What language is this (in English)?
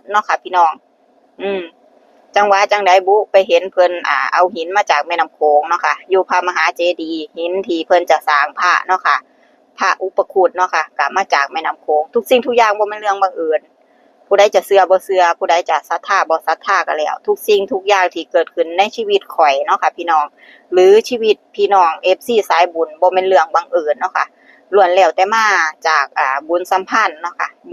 Northeastern Thai